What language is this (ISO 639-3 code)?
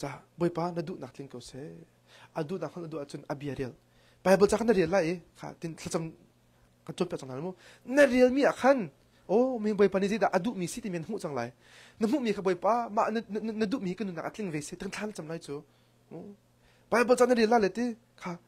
cnh